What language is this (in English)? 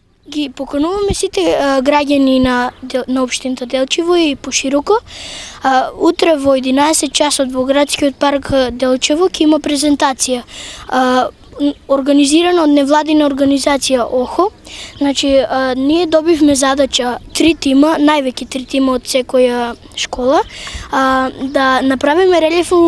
Macedonian